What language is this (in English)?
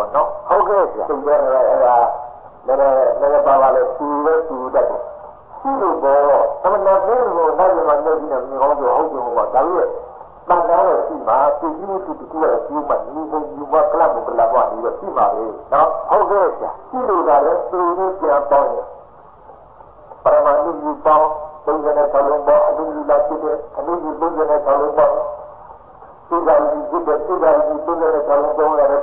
Burmese